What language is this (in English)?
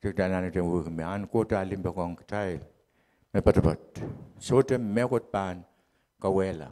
Pohnpeian